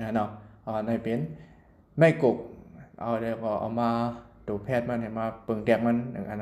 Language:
Shan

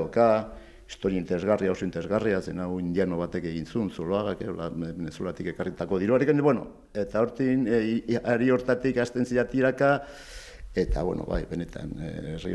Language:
Basque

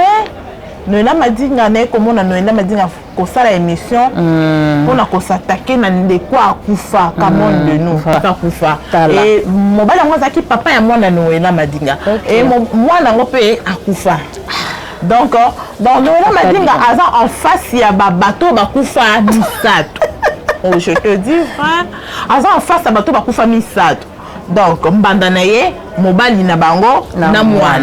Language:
Lingala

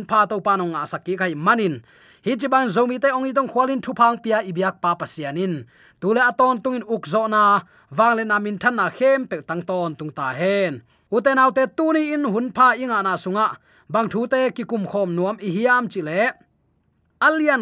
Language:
Tedim Chin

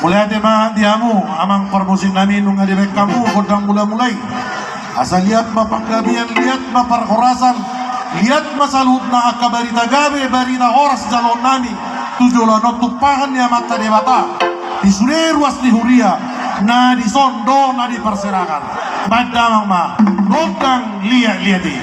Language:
Batak Toba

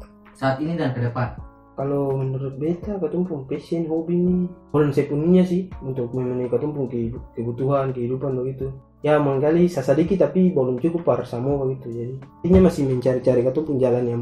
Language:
Ambonese Malay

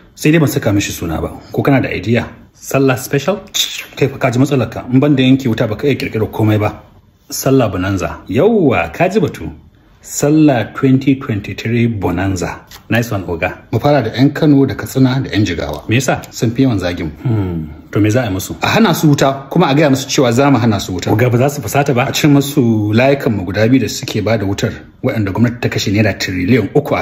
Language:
Hausa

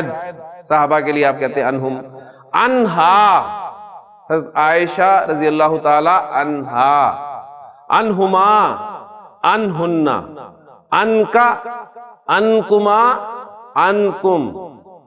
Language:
Urdu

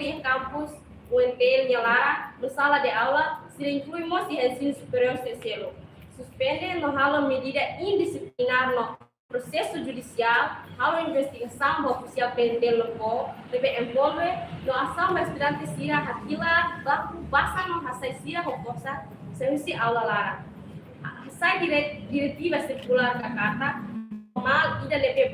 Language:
Tetum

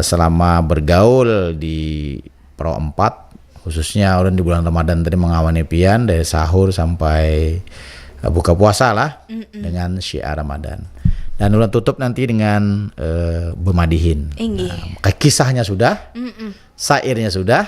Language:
Banjar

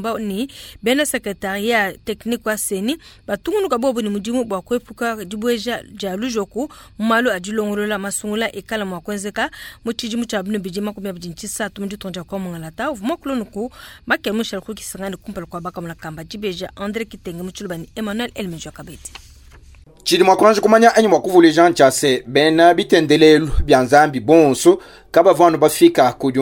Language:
Luba-Lulua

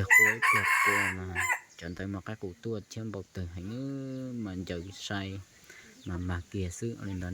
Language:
Hmong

